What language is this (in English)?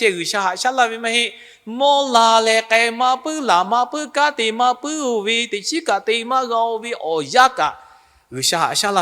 Lahu